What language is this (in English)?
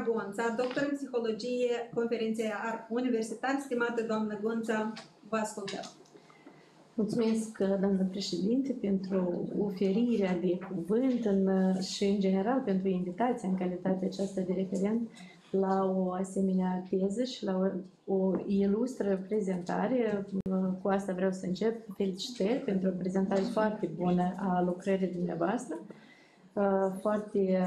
Romanian